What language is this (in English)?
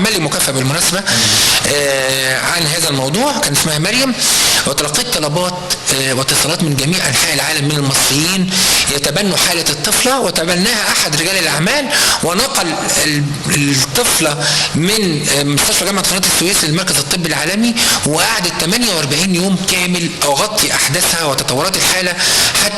Egyptian Arabic